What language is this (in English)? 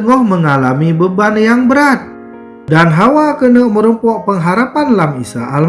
Achinese